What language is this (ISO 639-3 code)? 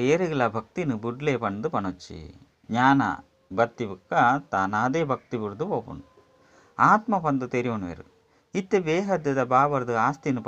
tcy